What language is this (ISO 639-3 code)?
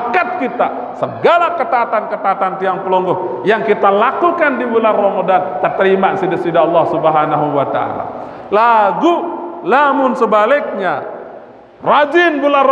sas